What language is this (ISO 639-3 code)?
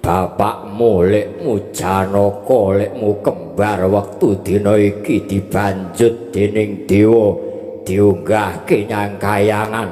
jav